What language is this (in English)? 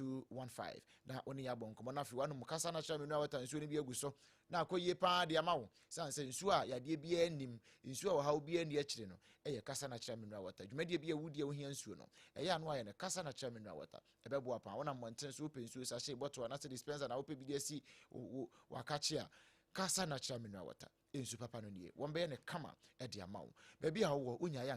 Akan